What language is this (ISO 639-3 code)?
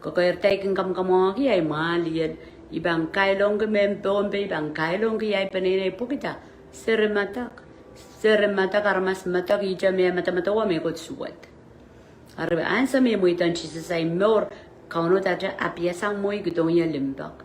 pon